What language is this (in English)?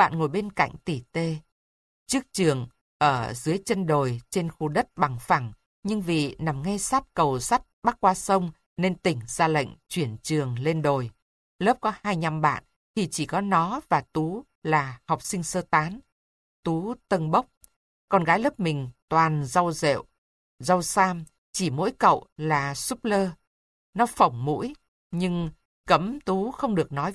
Vietnamese